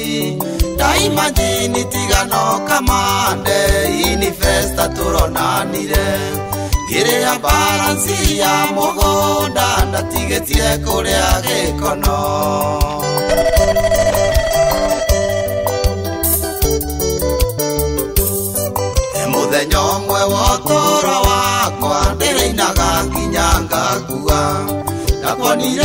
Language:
Kikuyu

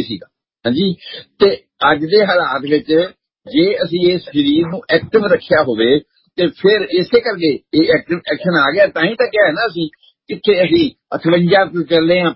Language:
Punjabi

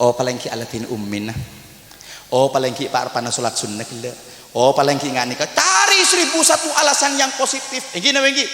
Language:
Madurese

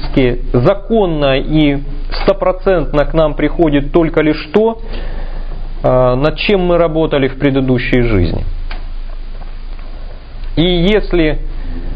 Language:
Russian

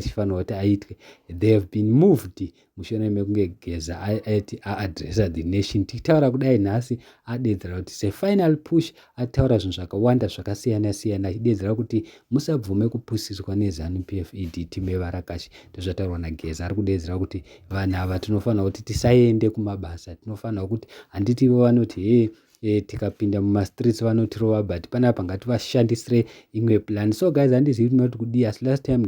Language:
Shona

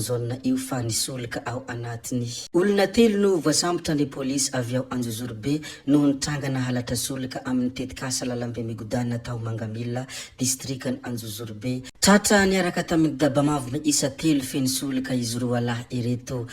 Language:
Malagasy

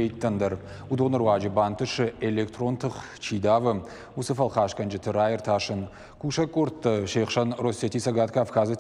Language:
Ossetic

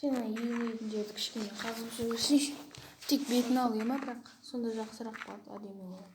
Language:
Kazakh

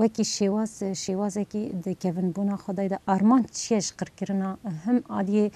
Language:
Kurdish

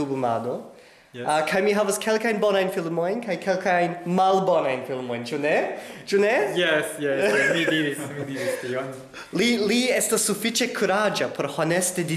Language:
Esperanto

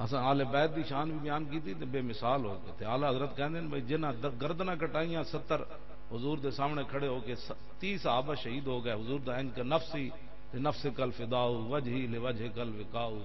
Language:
Western Panjabi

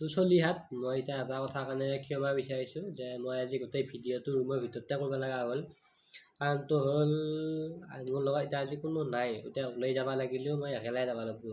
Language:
Assamese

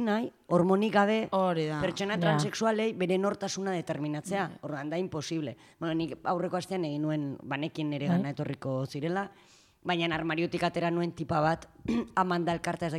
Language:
Basque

